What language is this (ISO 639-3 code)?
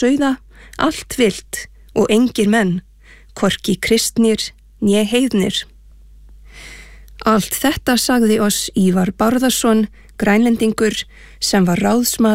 isl